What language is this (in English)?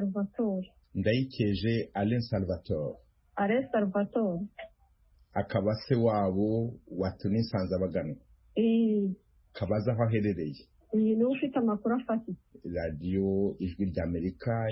Kinyarwanda